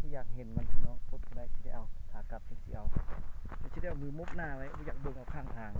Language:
Lao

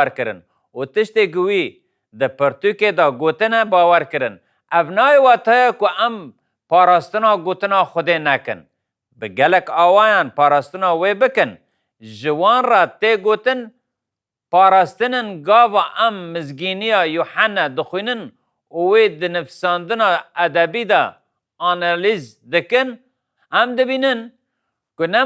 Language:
Kurdish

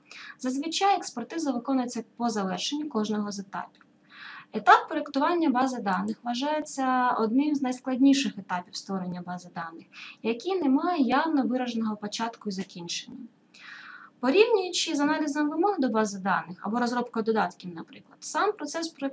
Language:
Ukrainian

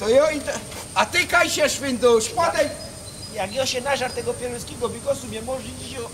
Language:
Silesian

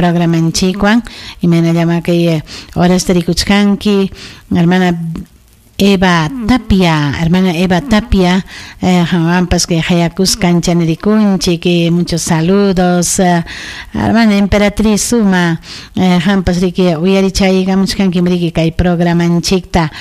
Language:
Ayacucho Quechua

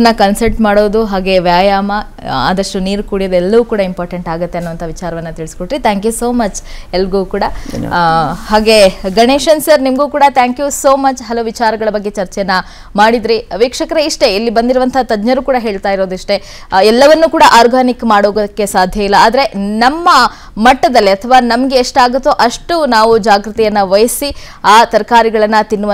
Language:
Kannada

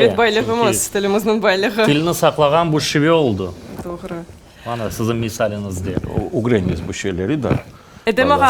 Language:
Crimean Tatar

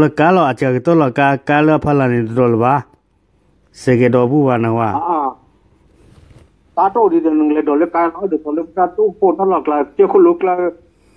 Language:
S'gaw Karen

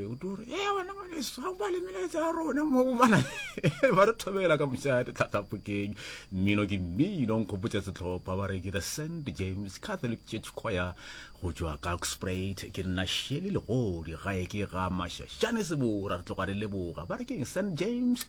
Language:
Northern Sotho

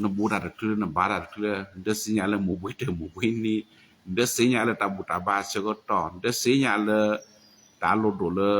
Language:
S'gaw Karen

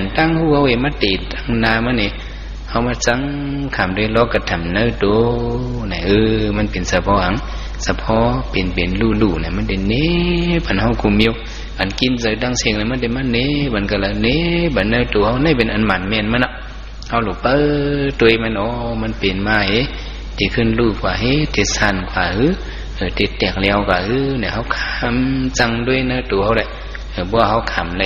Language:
Shan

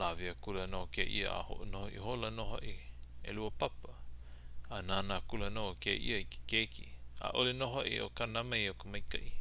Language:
Hawaiian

